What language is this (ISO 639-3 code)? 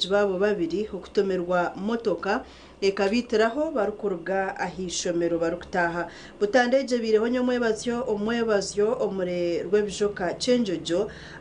nyn